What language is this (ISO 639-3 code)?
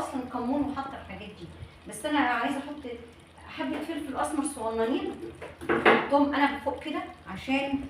arz